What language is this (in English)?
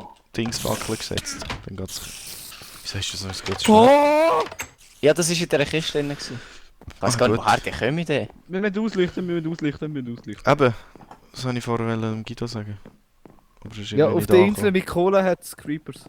Swiss German